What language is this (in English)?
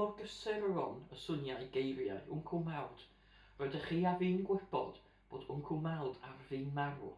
Welsh